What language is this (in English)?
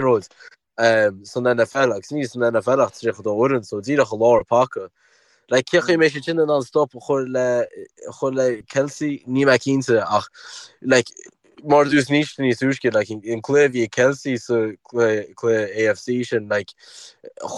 Irish